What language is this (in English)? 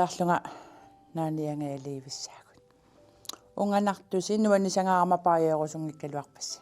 Kalaallisut